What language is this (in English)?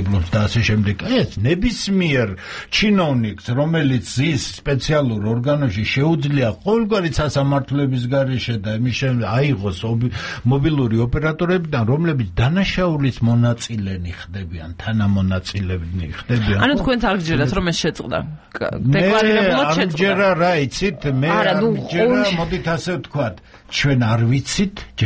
Georgian